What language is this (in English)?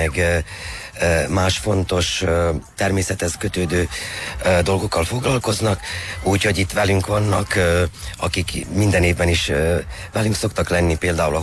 Hungarian